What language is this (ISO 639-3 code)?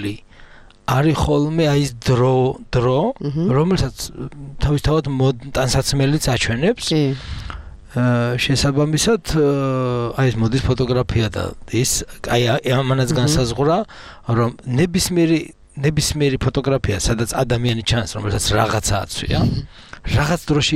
kat